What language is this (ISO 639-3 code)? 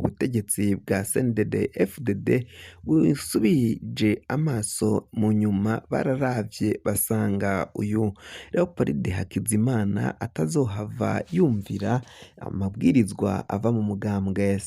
run